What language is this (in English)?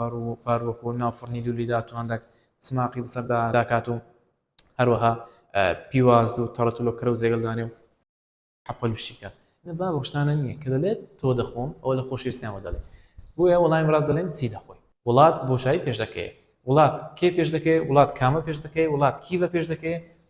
Central Kurdish